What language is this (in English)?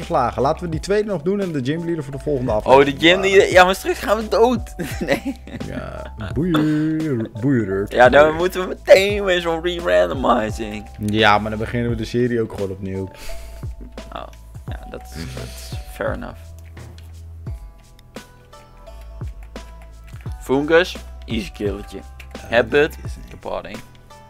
Dutch